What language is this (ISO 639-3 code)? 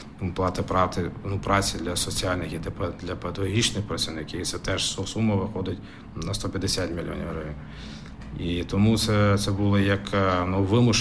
ukr